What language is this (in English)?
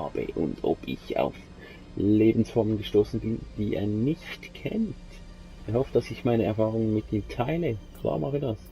Swiss German